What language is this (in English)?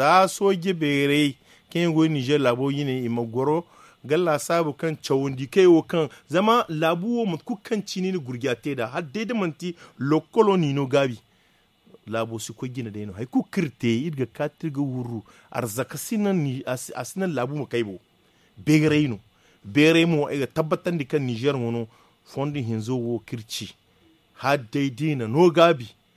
Zarma